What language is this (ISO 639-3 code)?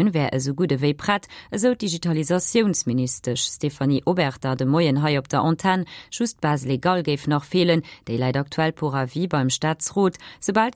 ltz